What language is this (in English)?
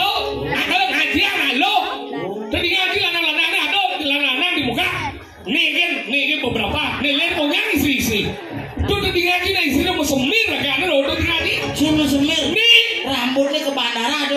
Balinese